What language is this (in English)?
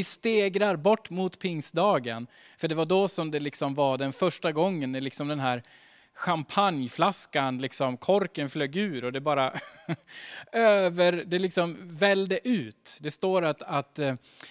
Swedish